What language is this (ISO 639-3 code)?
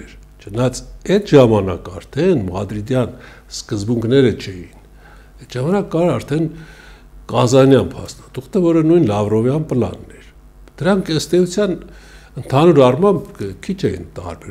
hye